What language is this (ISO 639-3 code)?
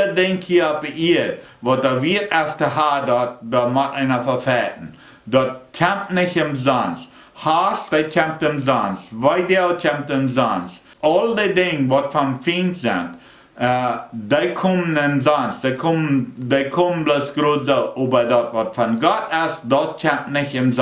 pdt